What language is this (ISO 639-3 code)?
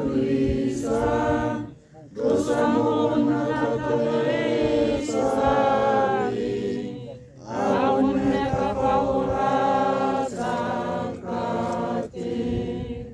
tsn